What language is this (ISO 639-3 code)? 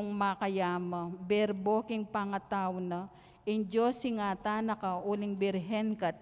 pam